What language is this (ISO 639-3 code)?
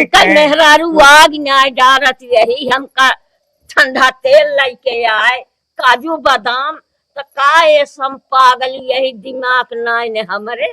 awa